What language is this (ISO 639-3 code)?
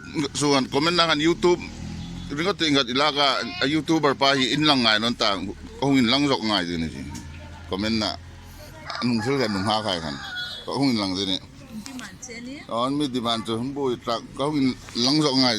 hmr